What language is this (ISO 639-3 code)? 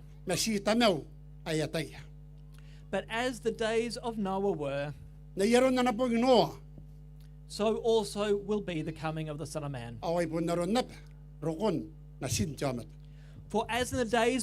gil